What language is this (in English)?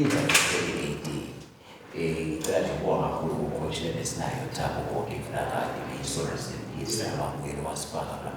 Swati